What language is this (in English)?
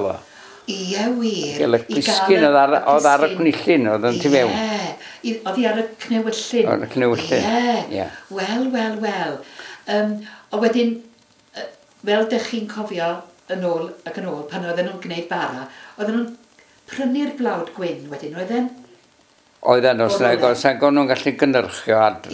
Welsh